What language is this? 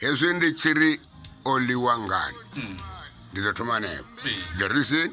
Venda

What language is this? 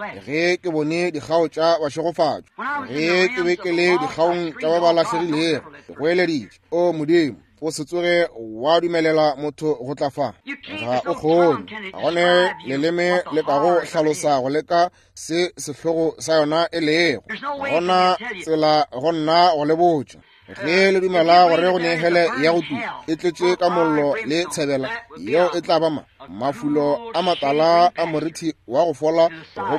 Northern Sotho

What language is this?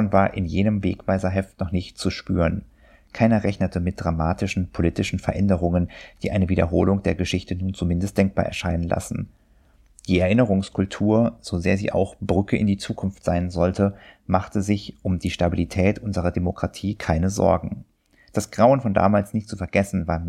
German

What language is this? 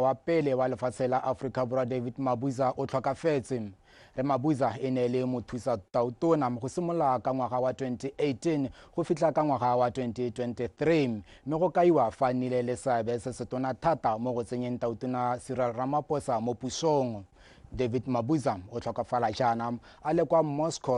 Tswana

